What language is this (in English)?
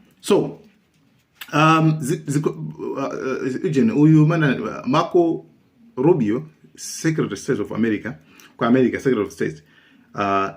Nyanja